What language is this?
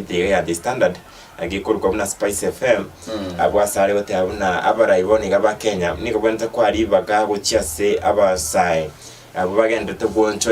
Gusii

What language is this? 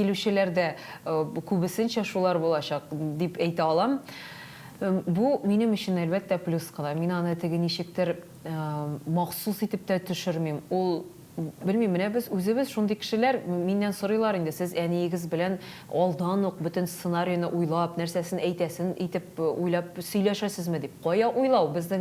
Tatar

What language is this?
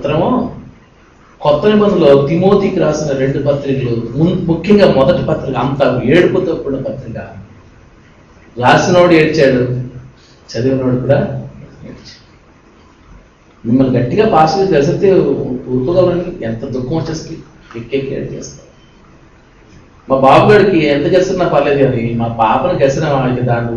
Telugu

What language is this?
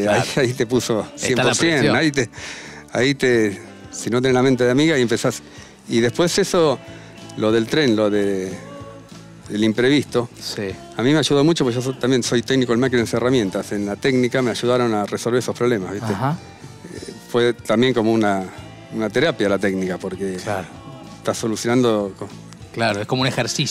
Spanish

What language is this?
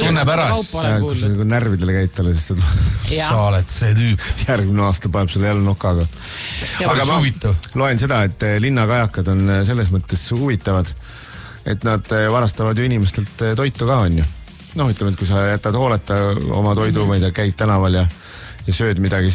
Estonian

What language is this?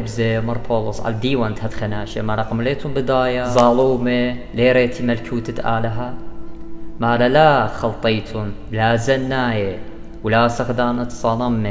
Assyrian Neo-Aramaic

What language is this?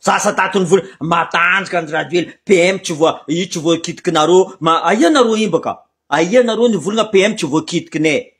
Malagasy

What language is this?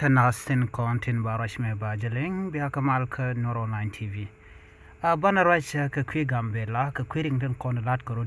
Nuer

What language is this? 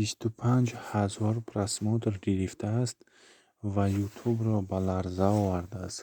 Tajik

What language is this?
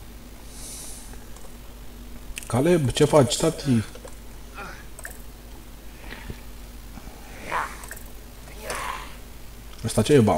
Romanian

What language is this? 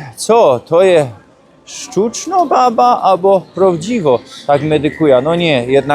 Silesian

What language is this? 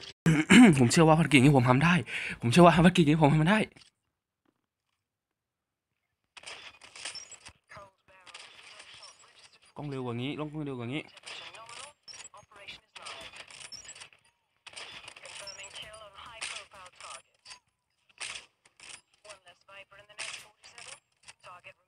Thai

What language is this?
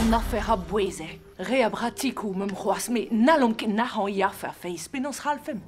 Breton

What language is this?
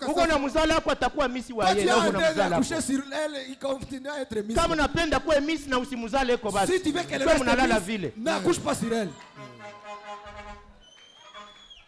Swahili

